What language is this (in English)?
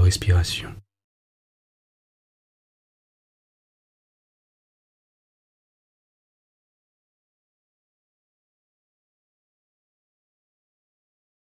French